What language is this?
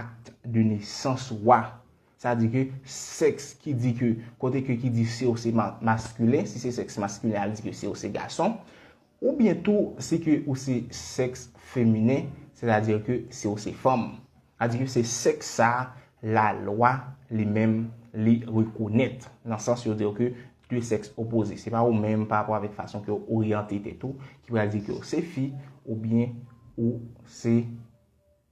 Haitian Creole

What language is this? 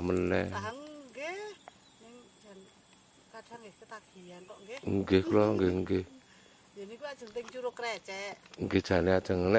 Javanese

